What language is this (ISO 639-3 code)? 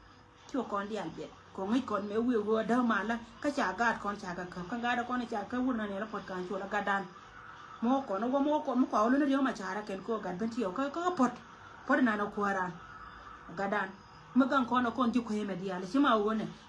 nus